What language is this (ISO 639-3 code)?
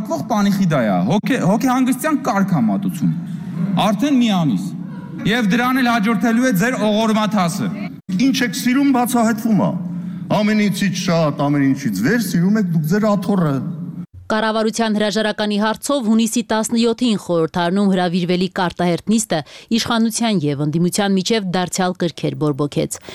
hye